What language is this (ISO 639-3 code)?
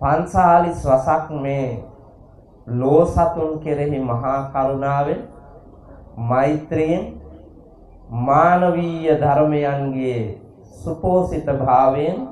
sin